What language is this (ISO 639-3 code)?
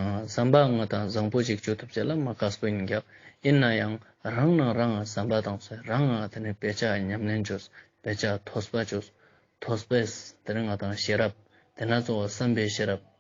lbj